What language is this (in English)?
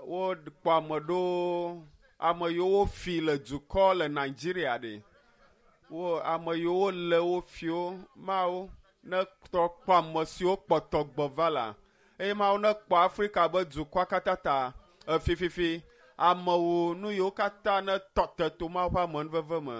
Ewe